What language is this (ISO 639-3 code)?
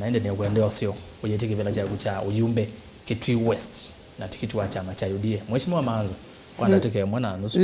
kam